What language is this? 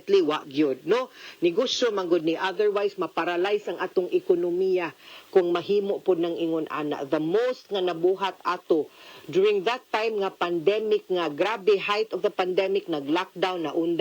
Cebuano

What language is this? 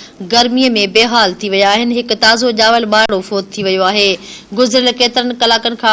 Sindhi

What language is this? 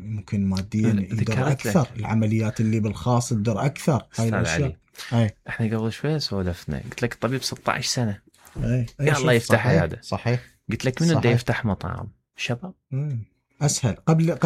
Mesopotamian Arabic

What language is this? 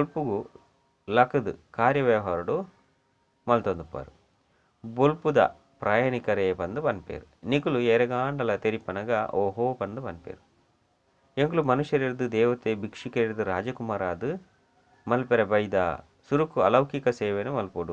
Tulu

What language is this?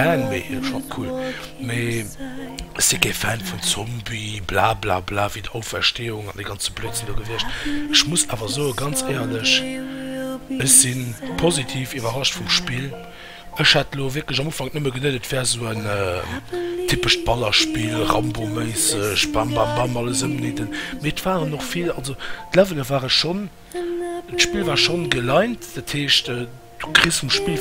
Luxembourgish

